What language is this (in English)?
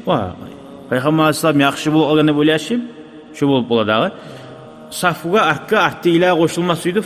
Kumyk